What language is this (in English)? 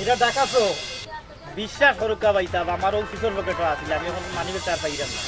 Sylheti